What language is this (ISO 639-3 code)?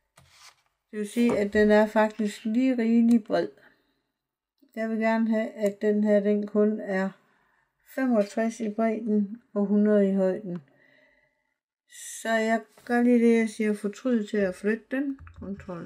dan